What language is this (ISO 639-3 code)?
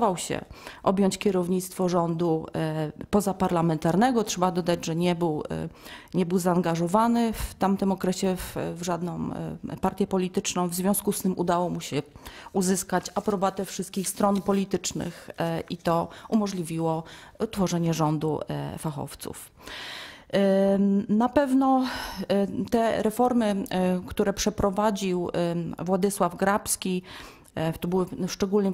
pol